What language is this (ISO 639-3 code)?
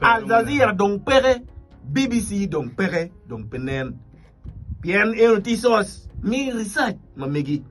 ach